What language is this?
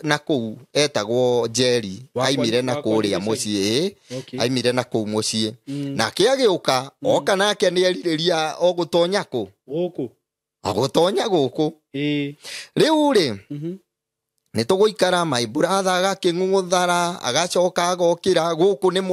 Kikuyu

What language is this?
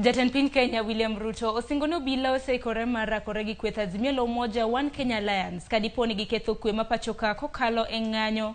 Luo (Kenya and Tanzania)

